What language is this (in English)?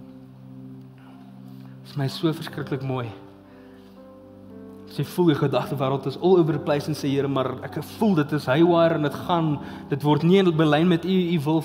Afrikaans